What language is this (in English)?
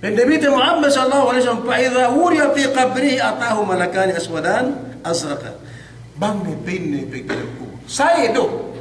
Yakan